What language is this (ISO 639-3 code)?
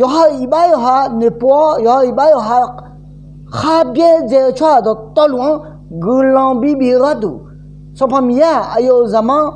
ahk